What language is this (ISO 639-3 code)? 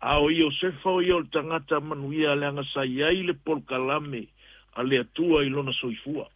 smo